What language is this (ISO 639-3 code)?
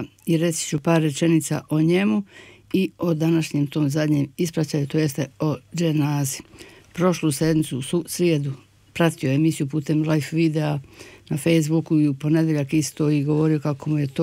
bos